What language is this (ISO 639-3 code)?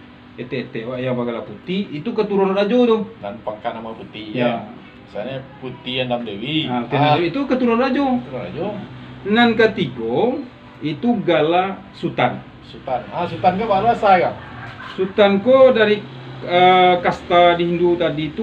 min